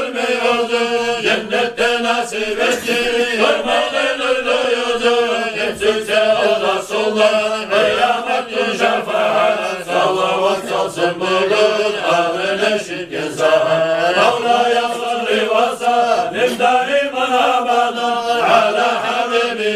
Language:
Kumyk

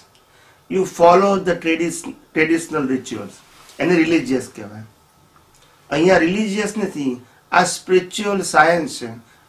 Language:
Gujarati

